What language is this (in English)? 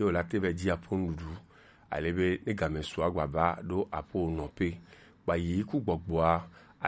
Gen